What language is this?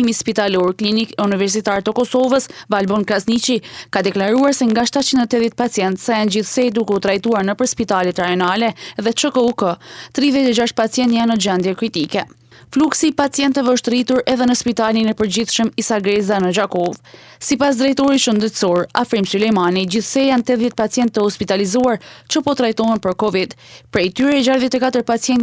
Albanian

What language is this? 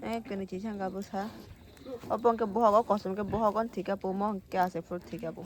Kok Borok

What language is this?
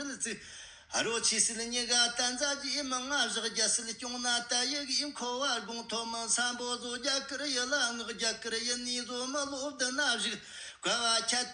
Tibetan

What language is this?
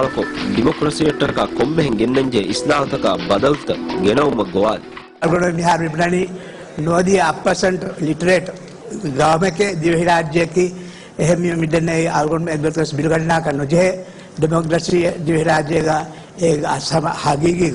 Divehi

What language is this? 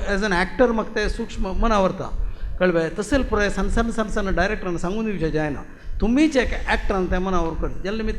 Konkani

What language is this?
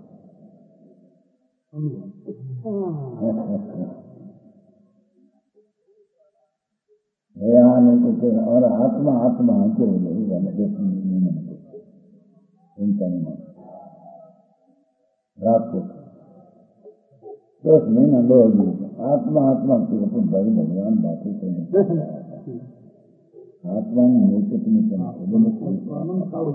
Gujarati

